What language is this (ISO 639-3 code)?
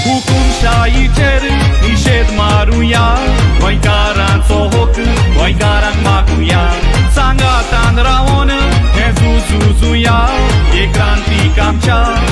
kok